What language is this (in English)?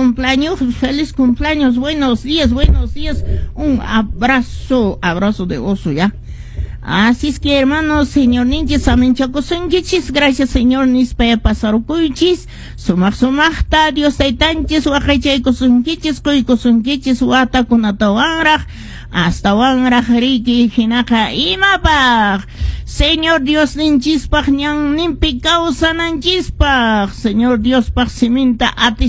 Quechua